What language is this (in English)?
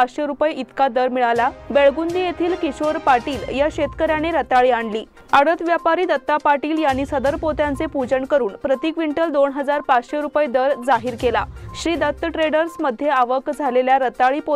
Marathi